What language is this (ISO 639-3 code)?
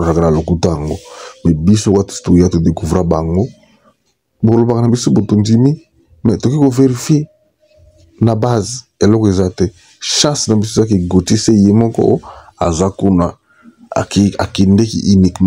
lin